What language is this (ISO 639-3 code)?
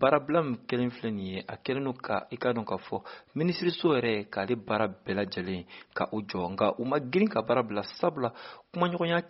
bam